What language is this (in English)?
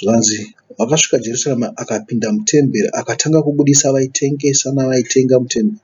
Shona